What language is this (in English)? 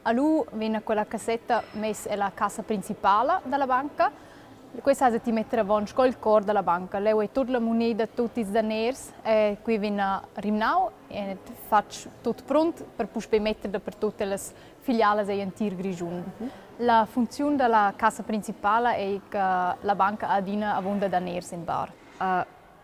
Romansh